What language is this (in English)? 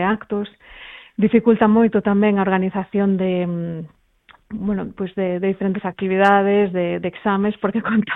Galician